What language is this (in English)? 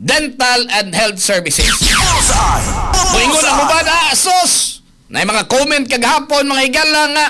Cebuano